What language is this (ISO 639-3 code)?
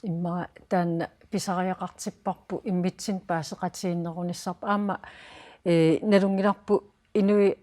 kal